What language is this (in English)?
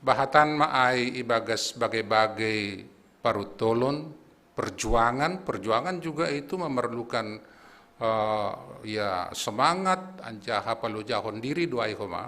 Batak Simalungun